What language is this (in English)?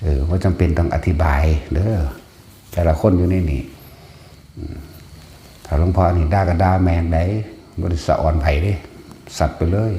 Northeastern Thai